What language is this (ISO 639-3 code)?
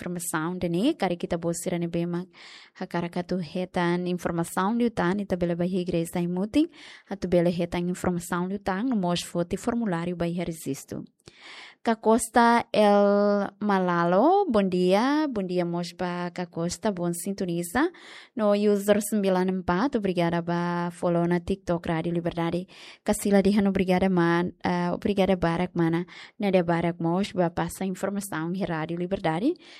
tet